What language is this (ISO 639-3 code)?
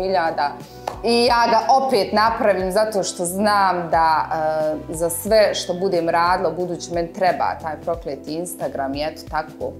bos